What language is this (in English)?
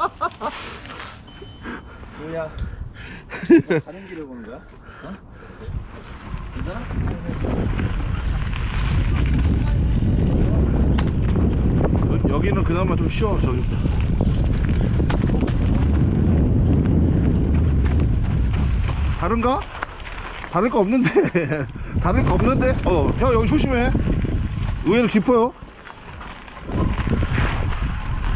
Korean